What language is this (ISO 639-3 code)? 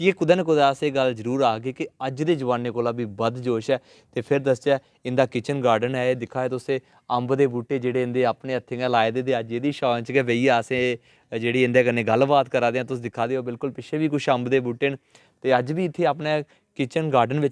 doi